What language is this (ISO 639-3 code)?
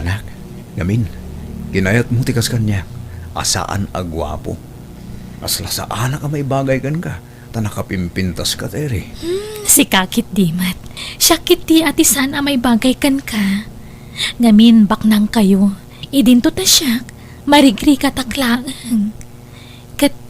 ilo